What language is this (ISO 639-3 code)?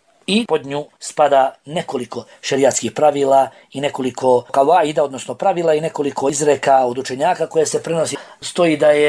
bos